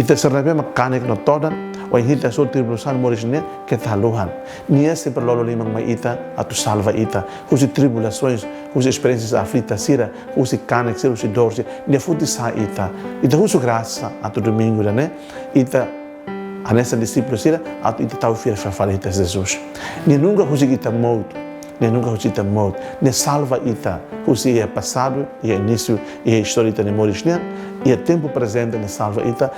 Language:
Tetum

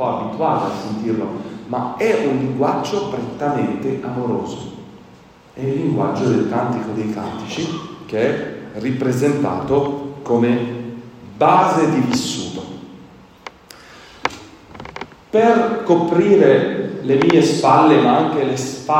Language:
Italian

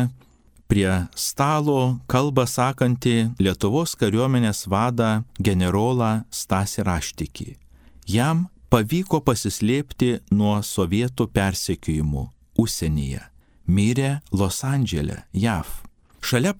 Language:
Lithuanian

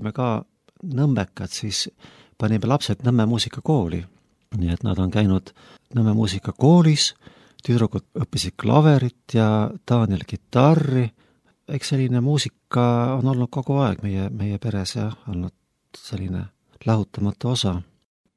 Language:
Estonian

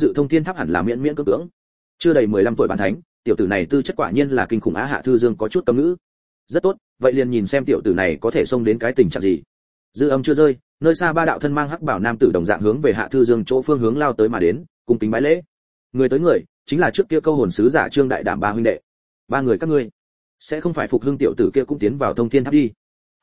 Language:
Vietnamese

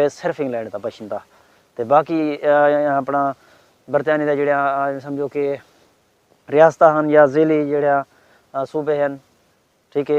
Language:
Saraiki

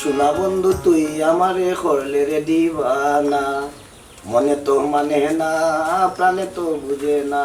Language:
Sylheti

